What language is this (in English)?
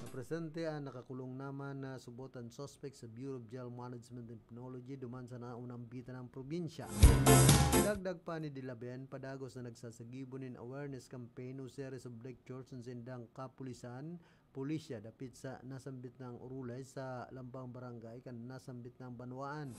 Bikol